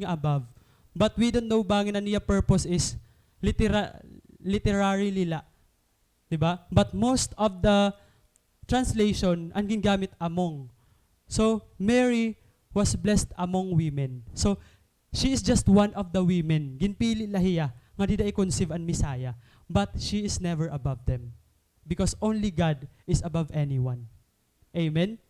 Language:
Waray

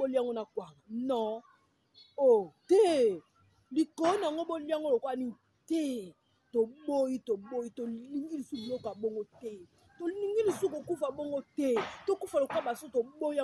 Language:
Lingala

